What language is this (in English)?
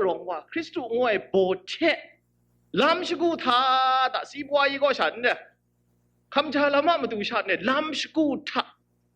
Kachin